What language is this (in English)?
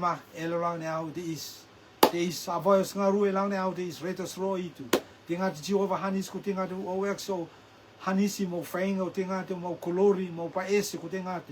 Rotuman